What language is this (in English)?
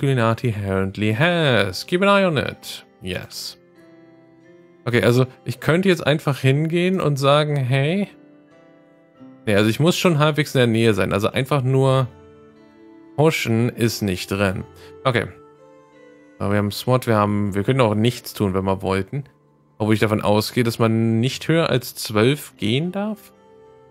German